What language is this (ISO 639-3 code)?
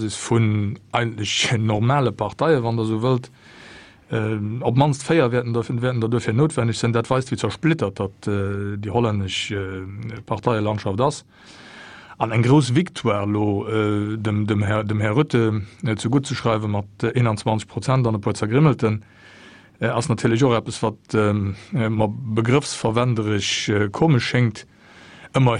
ltz